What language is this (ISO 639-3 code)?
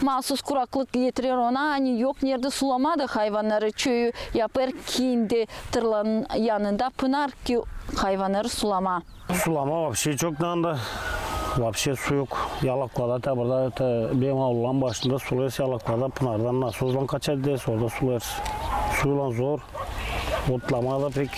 gag